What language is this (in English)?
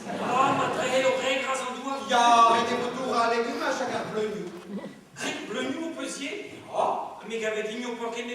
Breton